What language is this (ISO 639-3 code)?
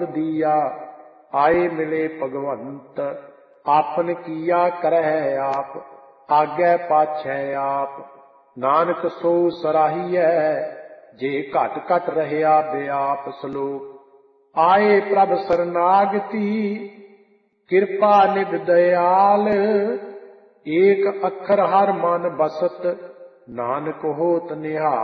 pan